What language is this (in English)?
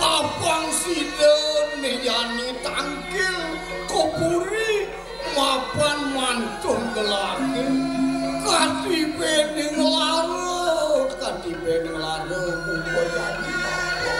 Balinese